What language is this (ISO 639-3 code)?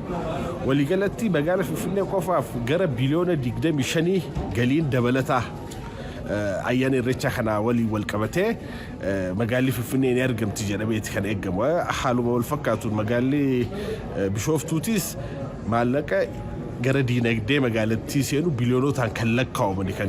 orm